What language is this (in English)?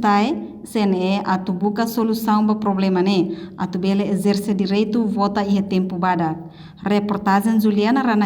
Tetum